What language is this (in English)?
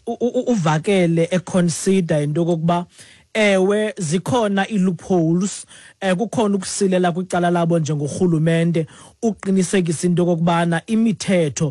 Xhosa